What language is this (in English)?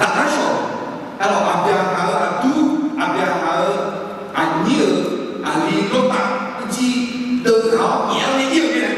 Akha